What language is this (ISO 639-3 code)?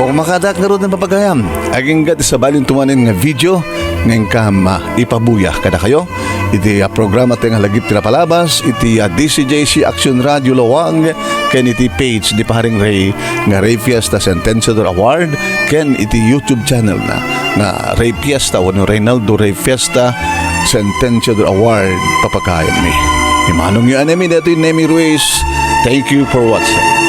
ilo